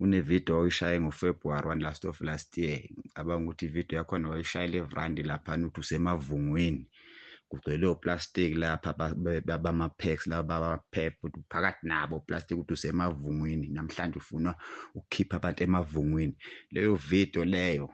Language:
Zulu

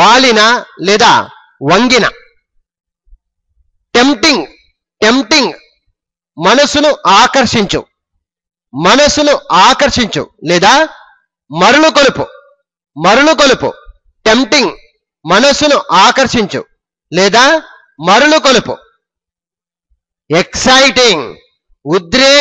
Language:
Telugu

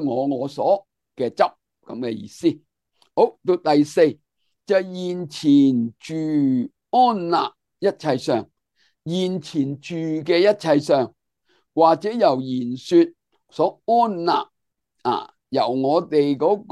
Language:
Cantonese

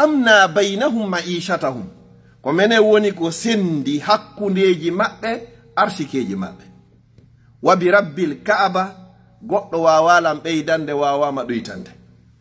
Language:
Fula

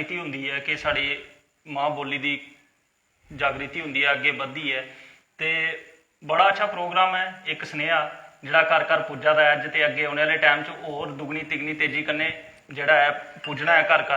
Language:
Dogri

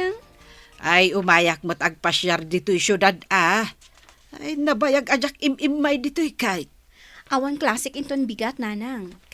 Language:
Iloko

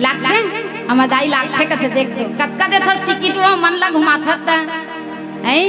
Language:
Chhattisgarhi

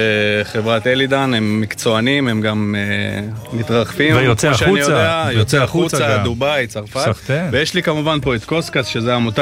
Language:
Hebrew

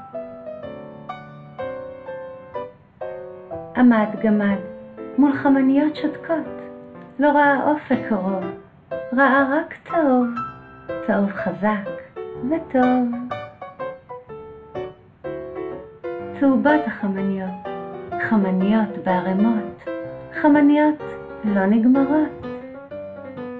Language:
Hebrew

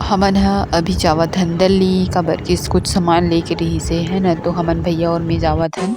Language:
Chhattisgarhi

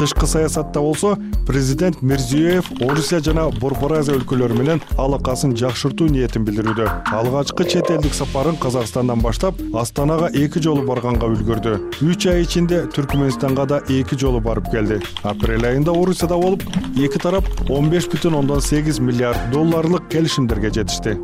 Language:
Kyrgyz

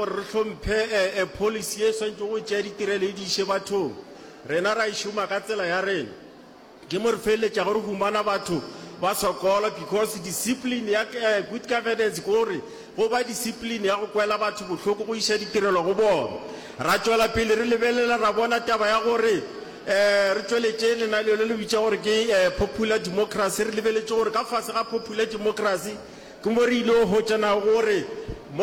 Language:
Northern Sotho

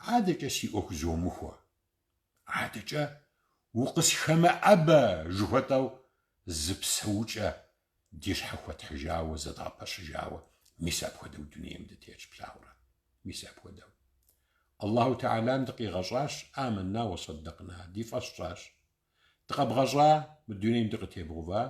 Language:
Kabardian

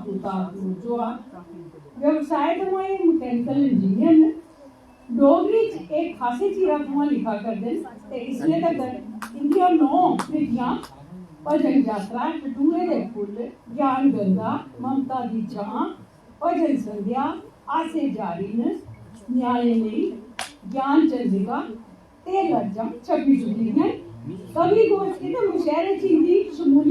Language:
Dogri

